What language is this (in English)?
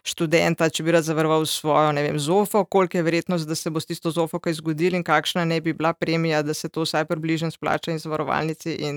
Slovenian